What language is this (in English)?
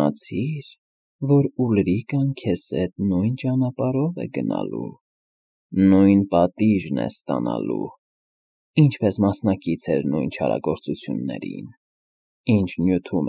Armenian